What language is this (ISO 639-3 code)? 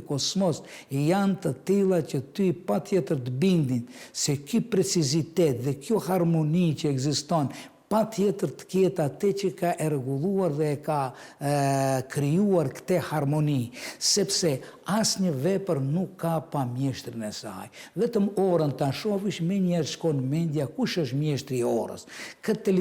sqi